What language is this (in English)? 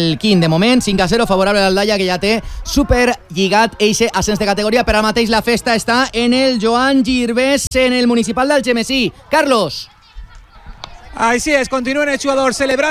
Catalan